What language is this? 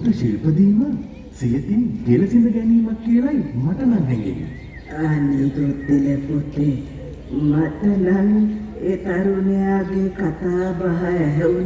Sinhala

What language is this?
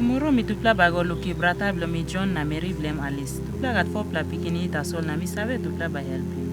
Tok Pisin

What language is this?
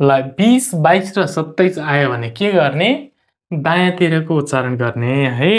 Nepali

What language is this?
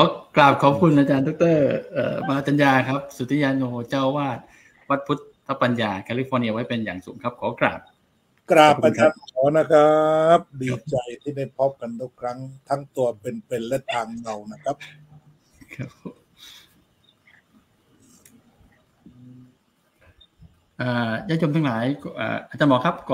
Thai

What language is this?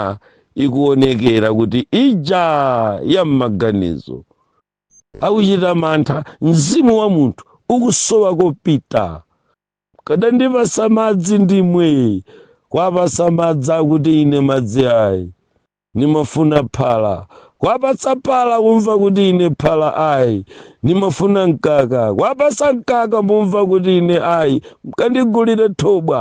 Nyanja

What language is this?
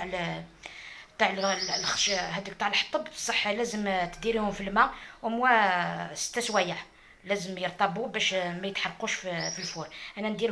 Algerian Arabic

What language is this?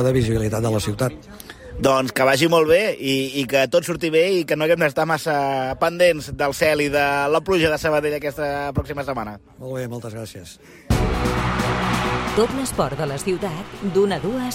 Catalan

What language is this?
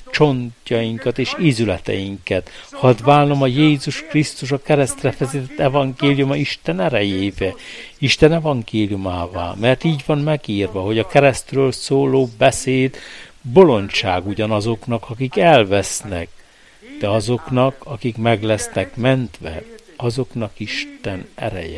Hungarian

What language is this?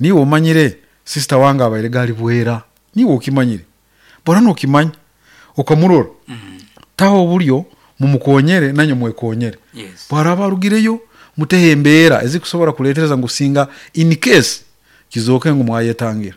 Nyankole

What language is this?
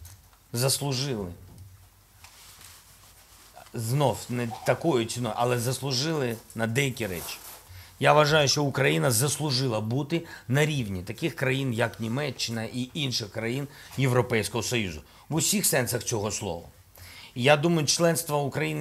Ukrainian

